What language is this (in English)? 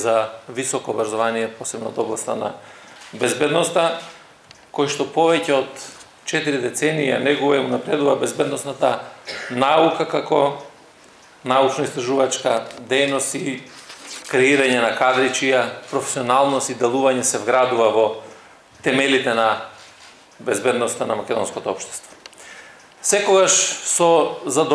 Macedonian